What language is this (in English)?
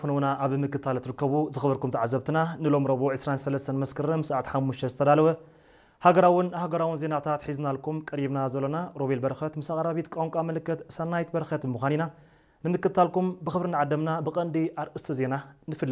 Tigrinya